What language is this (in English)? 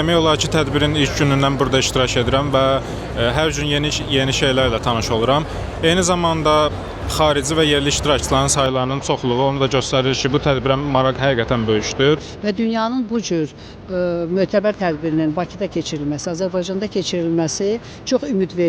Azerbaijani